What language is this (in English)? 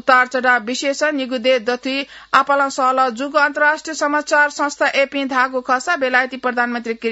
Newari